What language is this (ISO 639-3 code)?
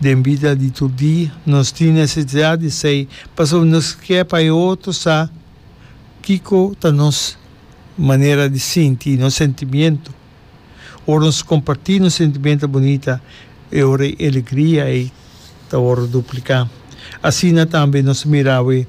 pap